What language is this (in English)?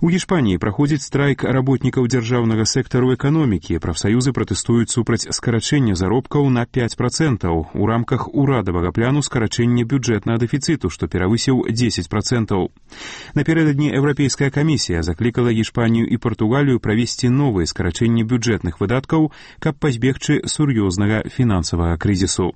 Belarusian